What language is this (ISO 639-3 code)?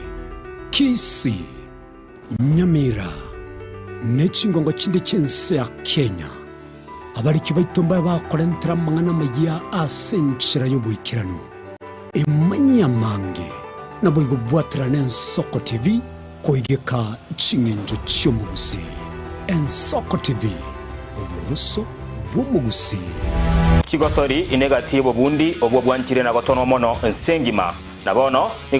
guz